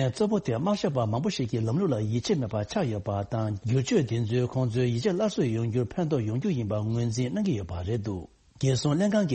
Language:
Tibetan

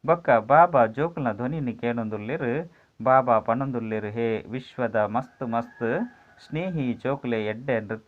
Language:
Tulu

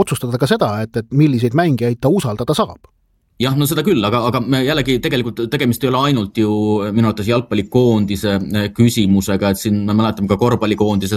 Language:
Estonian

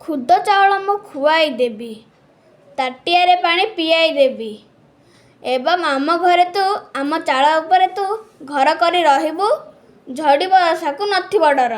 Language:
Odia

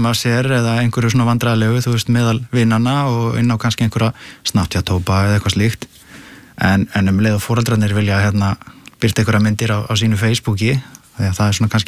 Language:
Icelandic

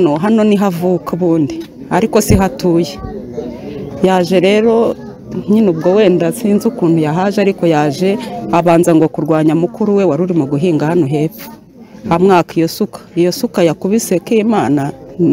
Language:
Kinyarwanda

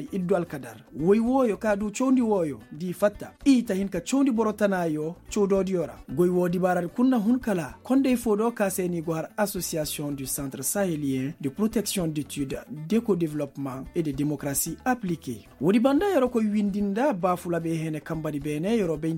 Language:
Koyraboro Senni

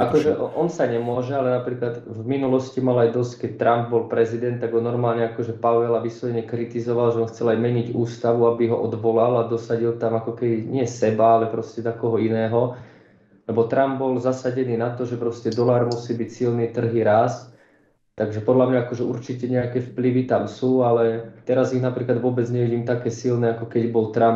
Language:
Slovak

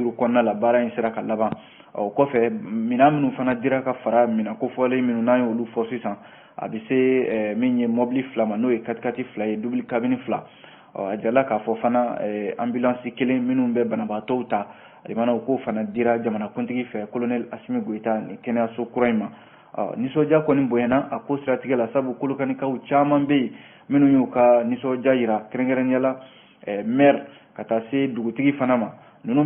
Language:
Bambara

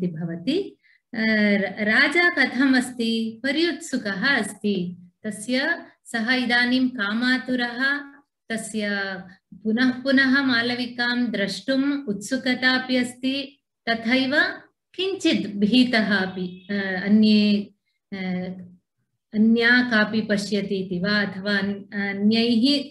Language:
Sanskrit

